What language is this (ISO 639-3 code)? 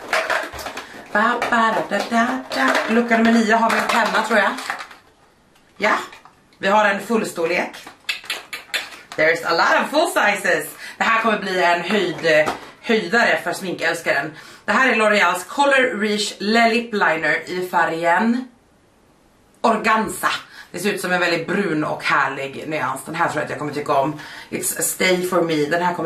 swe